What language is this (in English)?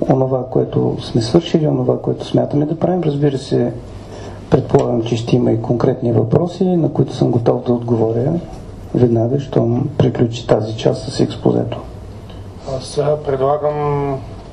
Bulgarian